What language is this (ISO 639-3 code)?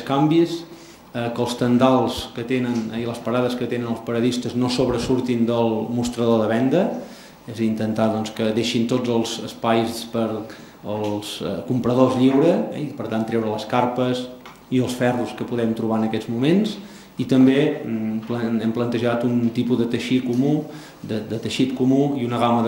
cat